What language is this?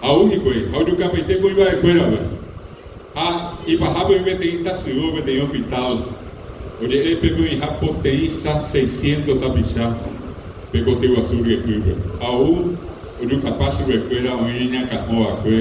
Guarani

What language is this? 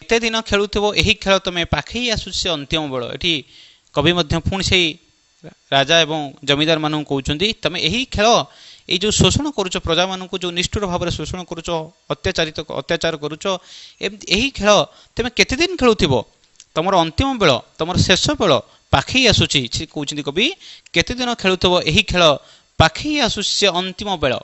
Odia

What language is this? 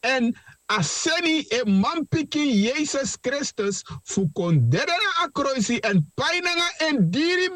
Sranan Tongo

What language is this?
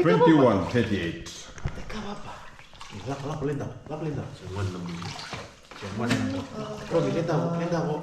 Fijian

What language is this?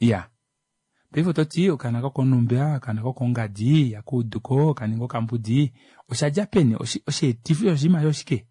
Kuanyama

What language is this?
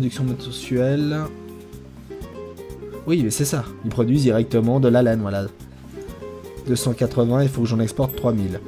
French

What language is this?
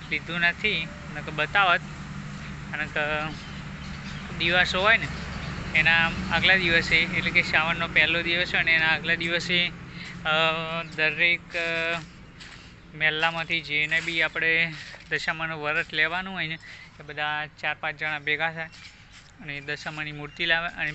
Gujarati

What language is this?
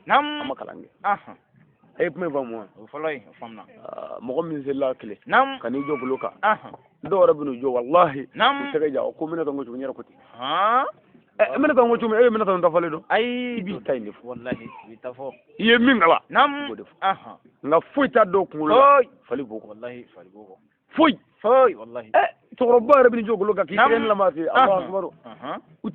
Bambara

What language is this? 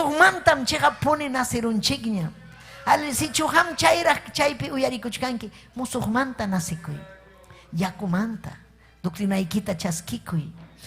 Ayacucho Quechua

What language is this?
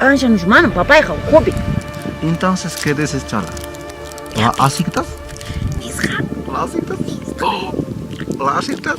Quechua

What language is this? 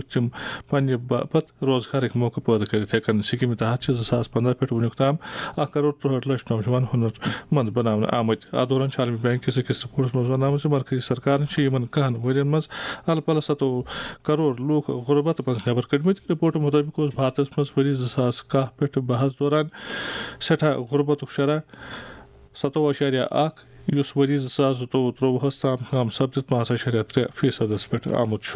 Kashmiri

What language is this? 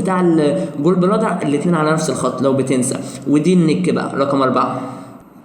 Egyptian Arabic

